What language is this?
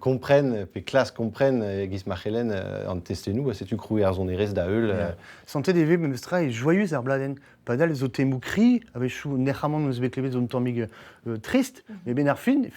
Breton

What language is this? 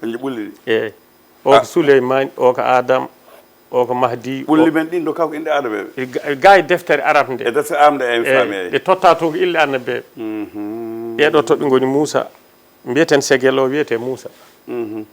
Fula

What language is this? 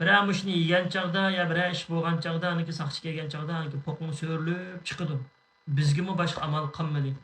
Uyghur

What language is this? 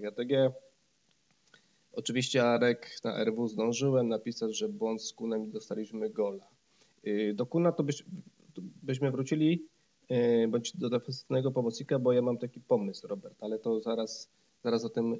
Polish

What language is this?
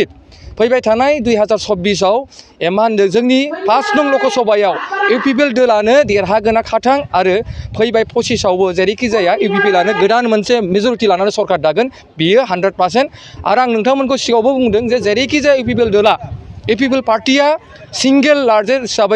Bodo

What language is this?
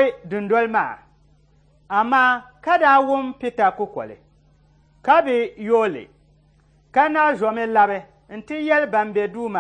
Dagbani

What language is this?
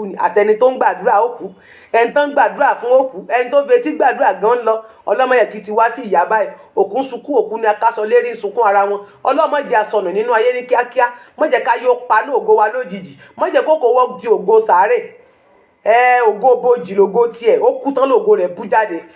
Yoruba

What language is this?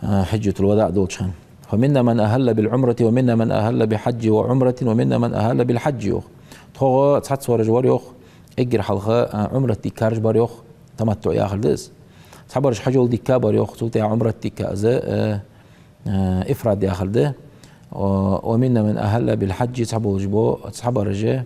Ingush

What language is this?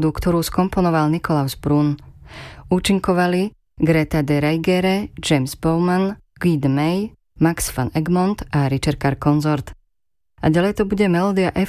Slovak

